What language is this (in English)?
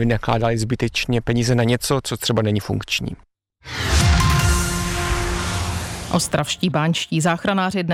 Czech